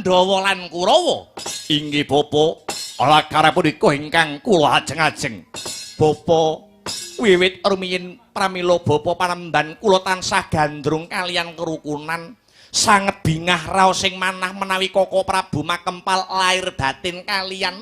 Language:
Javanese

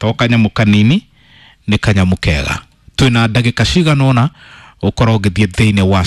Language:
Kikuyu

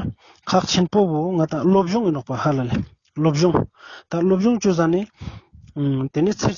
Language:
Ladakhi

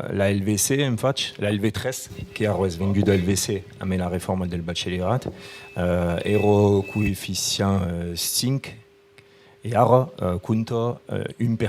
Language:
Occitan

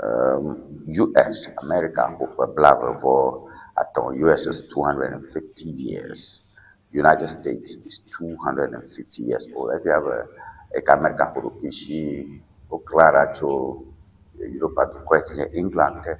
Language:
Ewe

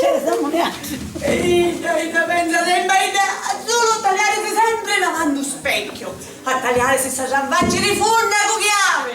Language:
Sicilian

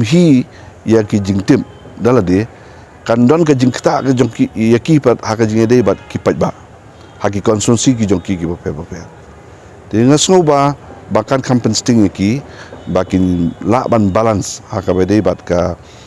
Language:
Khasi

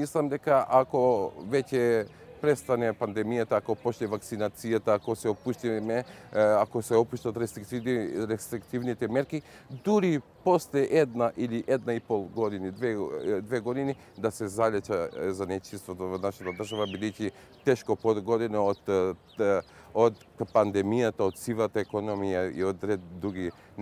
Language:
Macedonian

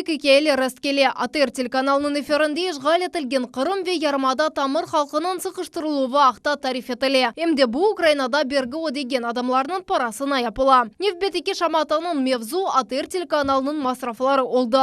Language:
Crimean Tatar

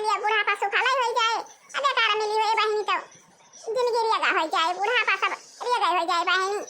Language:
Awadhi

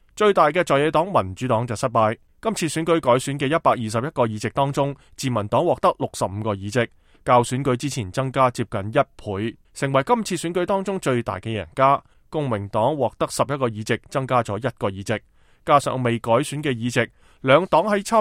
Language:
Cantonese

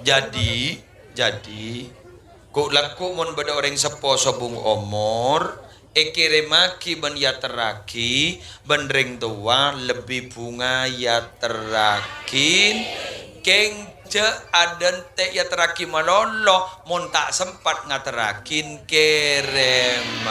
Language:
Madurese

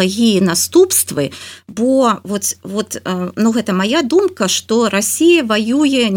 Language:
Belarusian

